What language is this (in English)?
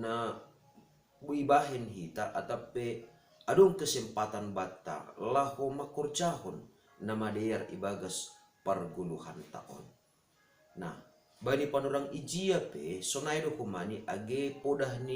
Batak Simalungun